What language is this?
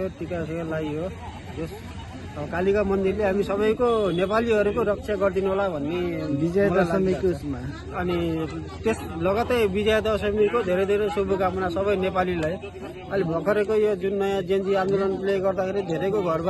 Nepali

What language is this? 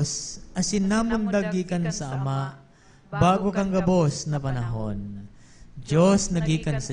Bikol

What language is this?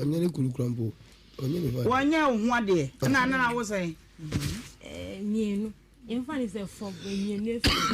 Akan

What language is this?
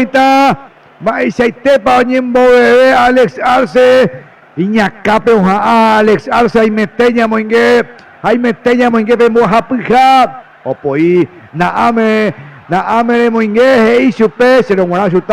Guarani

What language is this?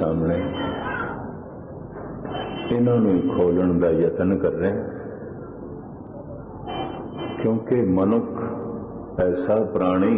Punjabi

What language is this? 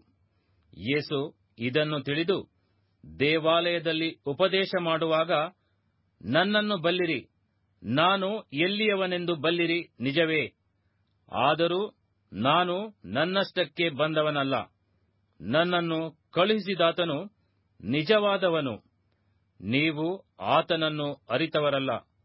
Kannada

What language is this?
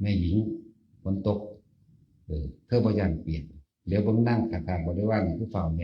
Northeastern Thai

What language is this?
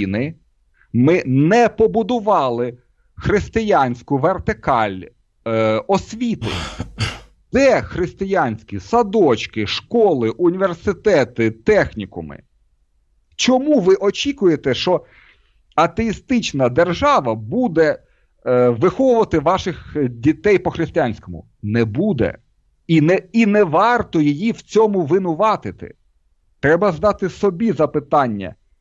Ukrainian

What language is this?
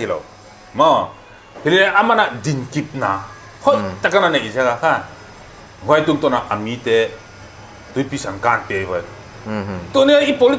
Paite Chin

